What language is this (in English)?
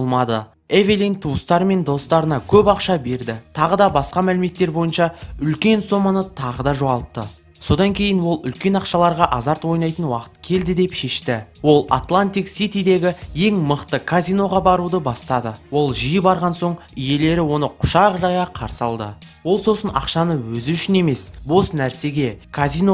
Kazakh